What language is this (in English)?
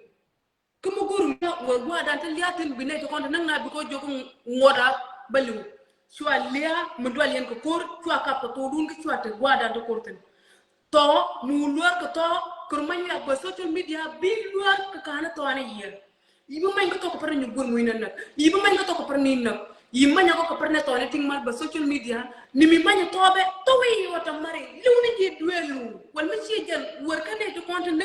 Nuer